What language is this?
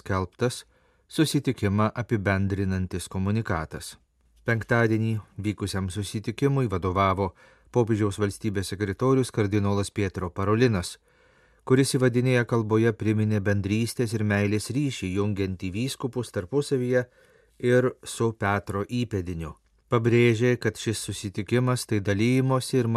Lithuanian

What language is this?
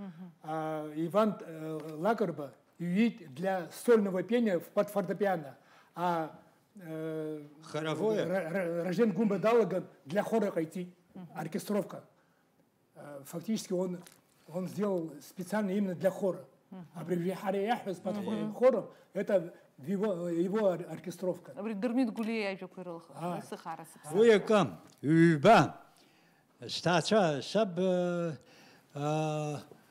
Abkhazian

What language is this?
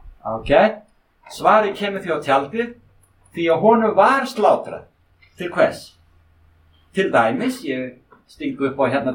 Icelandic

